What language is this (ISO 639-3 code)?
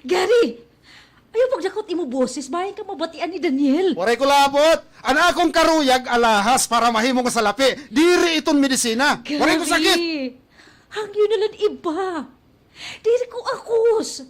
war